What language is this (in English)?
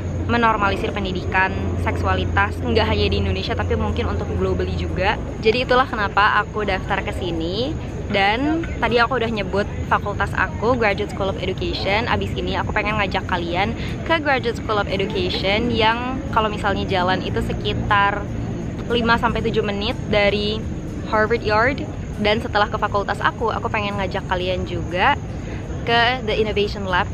Indonesian